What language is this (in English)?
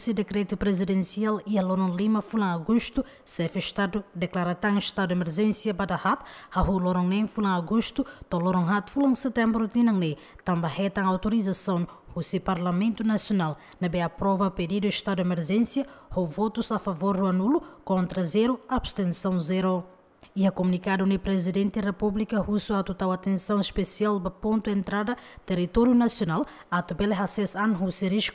Tetum